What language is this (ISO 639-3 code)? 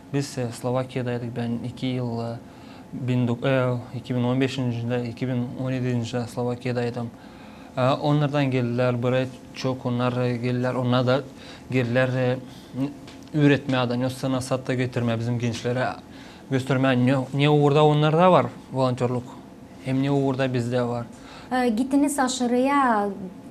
gag